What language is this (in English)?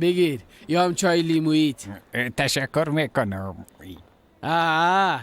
Persian